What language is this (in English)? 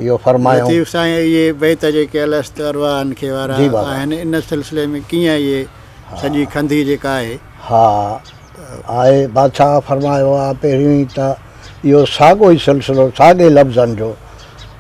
Sindhi